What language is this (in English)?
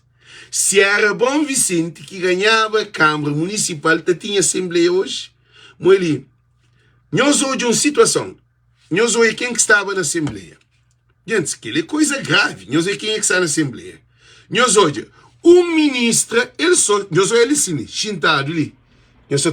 Kabuverdianu